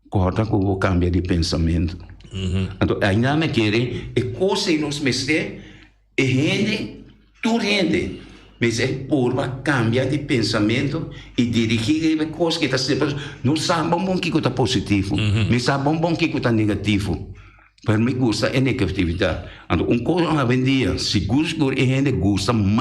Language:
Papiamento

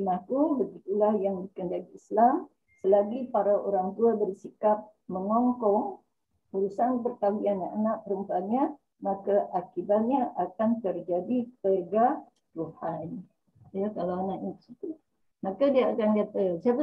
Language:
Malay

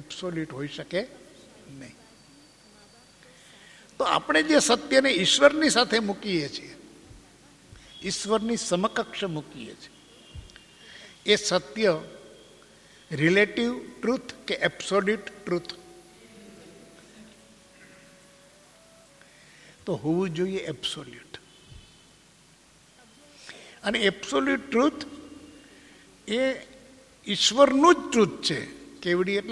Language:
Gujarati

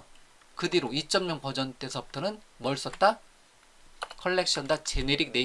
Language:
Korean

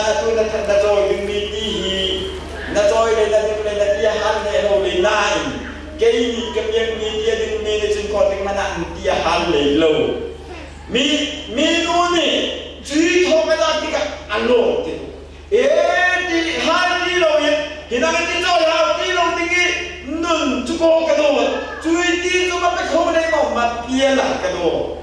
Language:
Hakha Chin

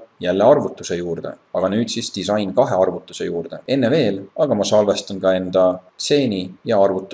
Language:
Estonian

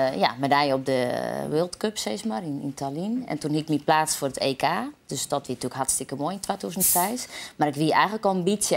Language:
Western Frisian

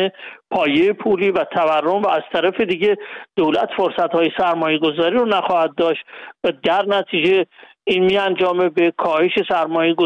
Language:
Persian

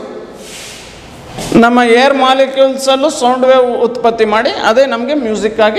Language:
Kannada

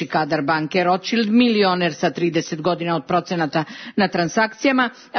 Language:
Serbian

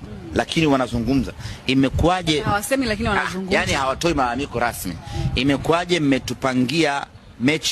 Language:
Swahili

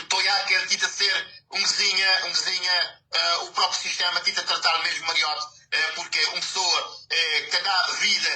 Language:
Kabuverdianu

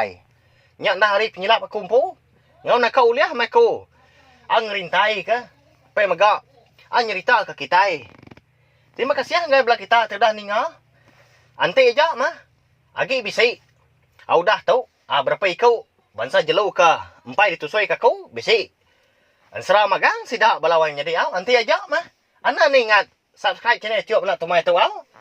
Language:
Iban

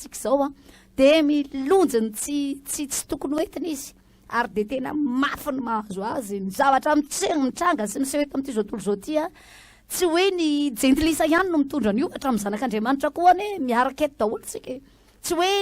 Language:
Malagasy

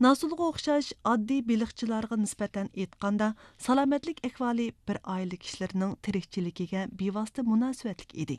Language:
Uyghur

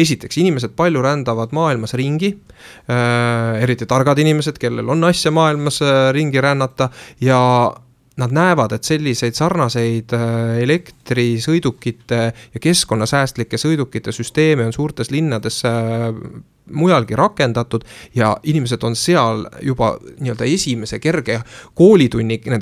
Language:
Estonian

